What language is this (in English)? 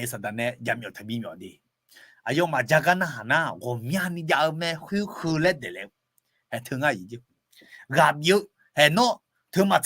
Akha